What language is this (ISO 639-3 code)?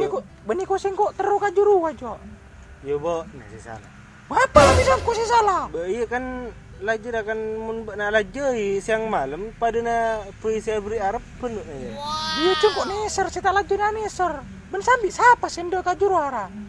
mad